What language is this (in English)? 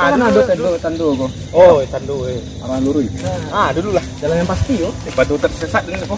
Minangkabau